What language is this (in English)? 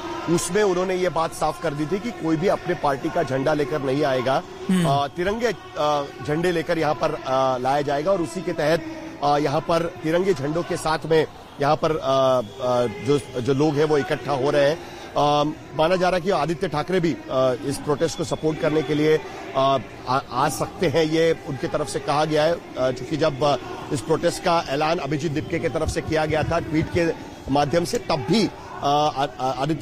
Hindi